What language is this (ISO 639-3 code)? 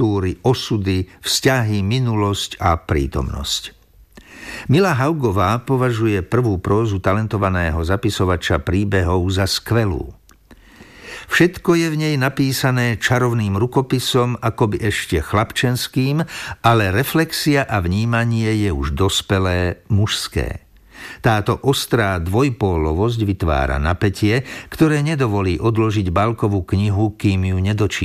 slk